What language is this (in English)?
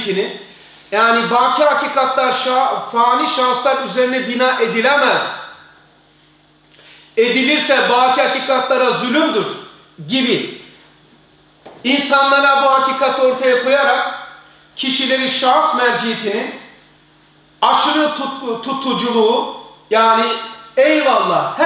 Turkish